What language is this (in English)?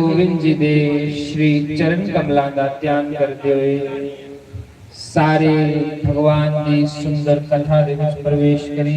Dogri